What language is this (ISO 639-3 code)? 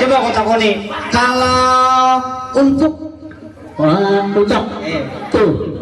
bjn